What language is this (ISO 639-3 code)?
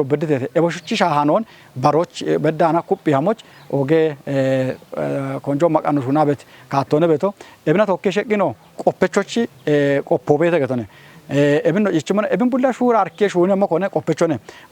kbr